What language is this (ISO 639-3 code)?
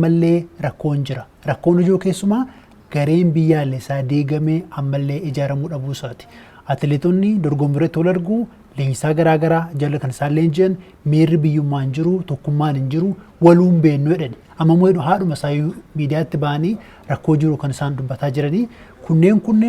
orm